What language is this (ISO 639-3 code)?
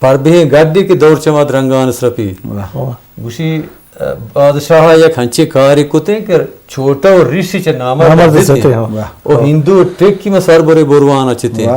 bgp